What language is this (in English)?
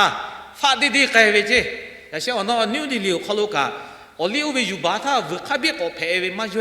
Lahu